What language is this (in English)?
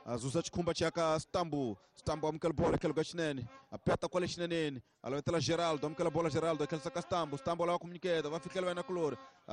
Tsonga